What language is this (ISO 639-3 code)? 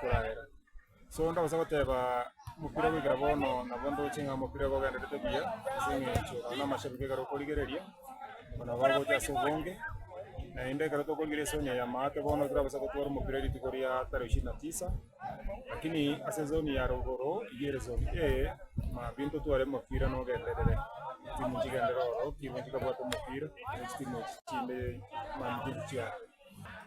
guz